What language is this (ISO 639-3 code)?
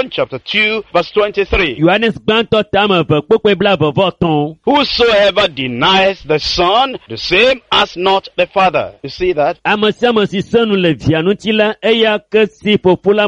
ewe